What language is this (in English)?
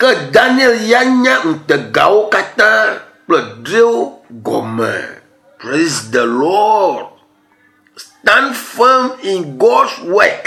Ewe